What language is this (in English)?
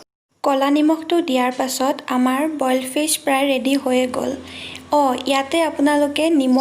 Assamese